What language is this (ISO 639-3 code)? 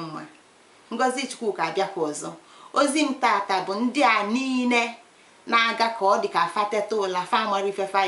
ibo